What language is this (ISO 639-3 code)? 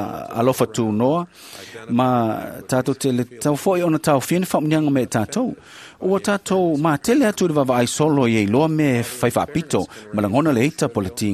smo